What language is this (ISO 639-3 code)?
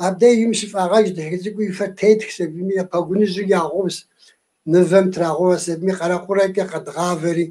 kbd